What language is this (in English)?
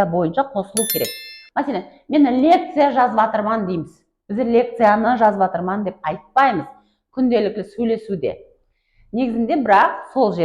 Kara-Kalpak